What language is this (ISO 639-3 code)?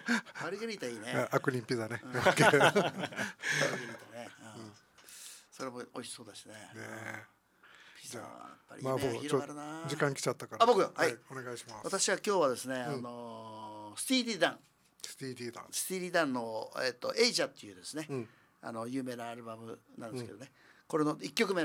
jpn